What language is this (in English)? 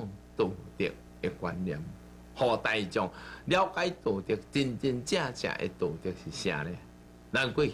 Min Nan Chinese